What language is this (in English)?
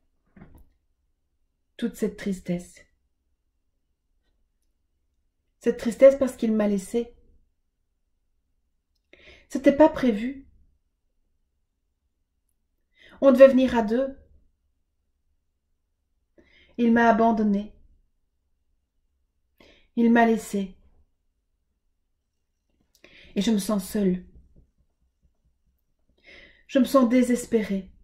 French